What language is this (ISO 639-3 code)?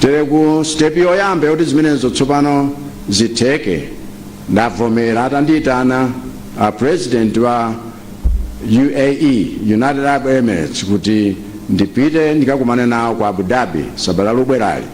nya